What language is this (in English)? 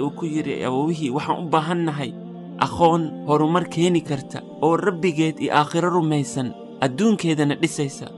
Somali